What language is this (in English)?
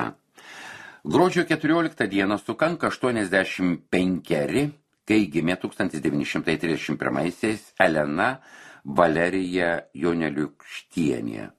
Lithuanian